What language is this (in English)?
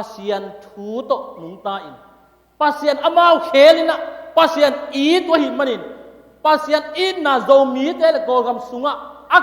Tedim Chin